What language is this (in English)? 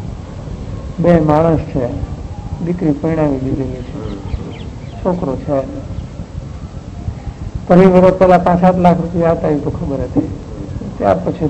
Gujarati